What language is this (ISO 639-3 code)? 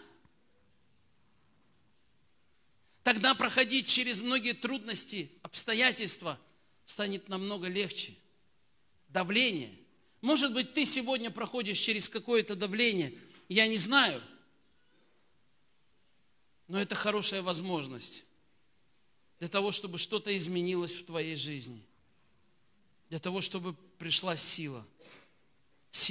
rus